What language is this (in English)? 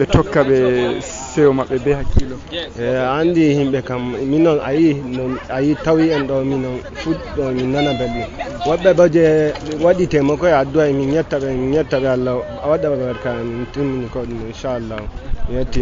Fula